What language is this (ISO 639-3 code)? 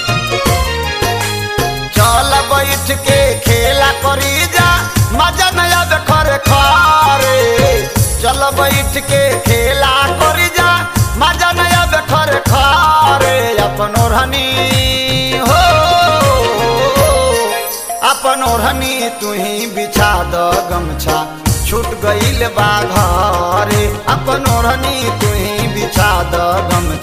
bho